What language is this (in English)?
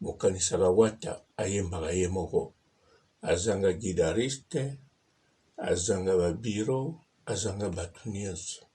Lingala